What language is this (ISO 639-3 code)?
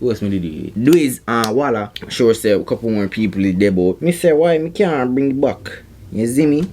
jam